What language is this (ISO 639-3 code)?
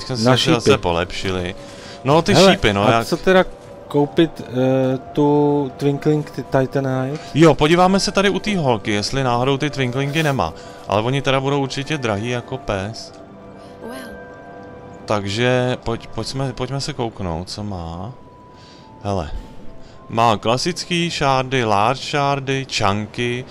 ces